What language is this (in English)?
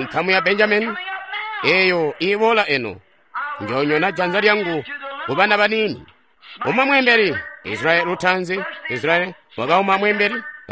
Tonga (Zambia)